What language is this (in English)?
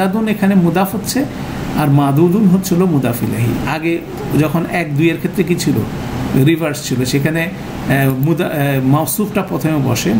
Bangla